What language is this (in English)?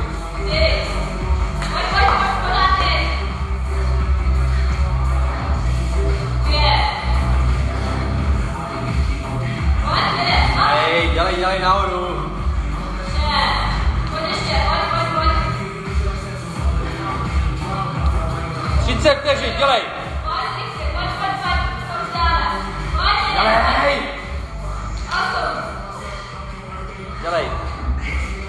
Czech